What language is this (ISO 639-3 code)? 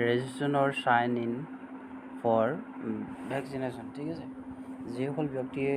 asm